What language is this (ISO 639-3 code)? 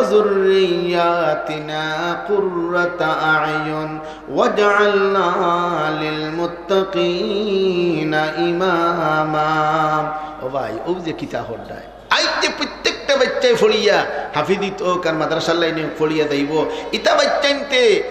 syl